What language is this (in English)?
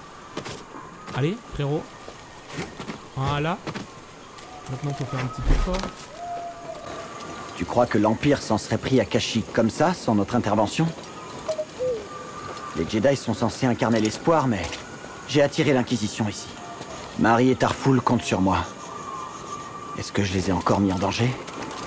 French